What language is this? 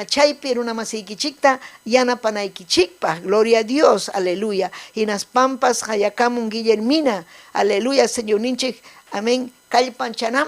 Ayacucho Quechua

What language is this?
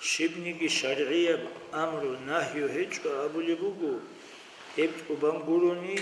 Avaric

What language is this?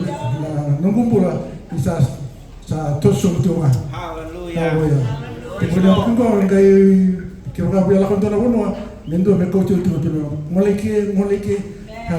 Fijian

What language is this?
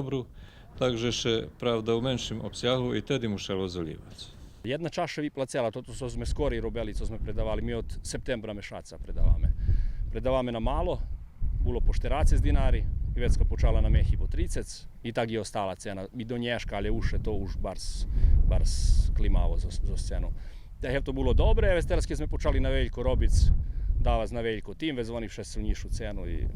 Rusyn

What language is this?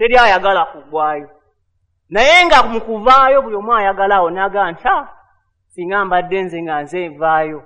Ganda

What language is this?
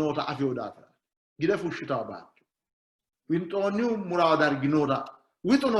Sidamo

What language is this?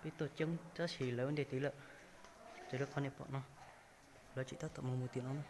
Hmong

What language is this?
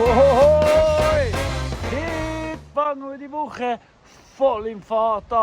Swiss German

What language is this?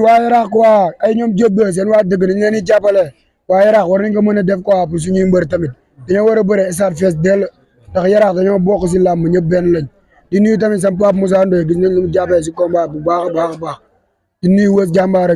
Wolof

